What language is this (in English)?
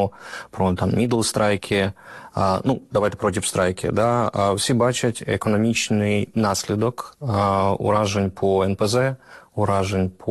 Ukrainian